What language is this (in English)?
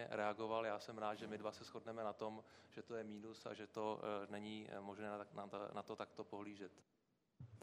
Czech